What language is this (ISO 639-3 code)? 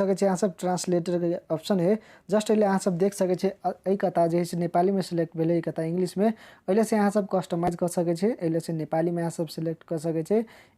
mai